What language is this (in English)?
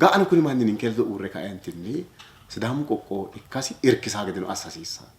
Sidamo